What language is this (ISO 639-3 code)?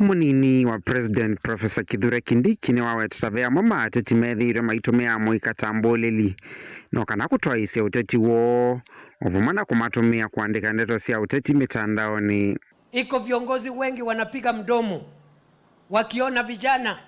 kam